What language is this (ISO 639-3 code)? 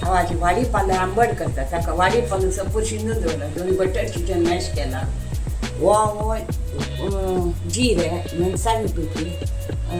kok